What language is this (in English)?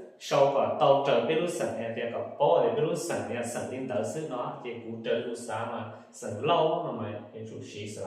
Hmong